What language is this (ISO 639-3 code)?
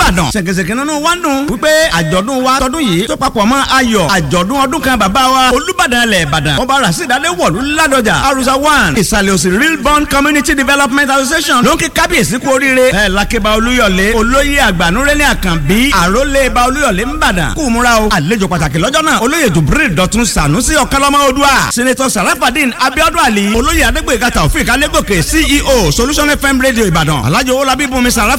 yor